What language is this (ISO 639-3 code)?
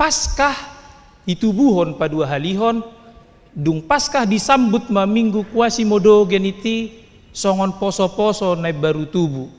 bbc